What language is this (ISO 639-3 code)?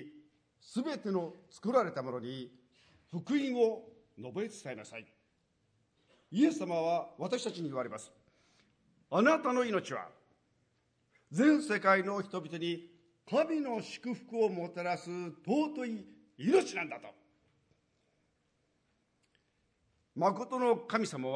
jpn